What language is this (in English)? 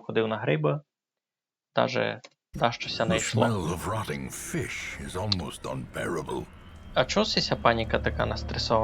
Rusyn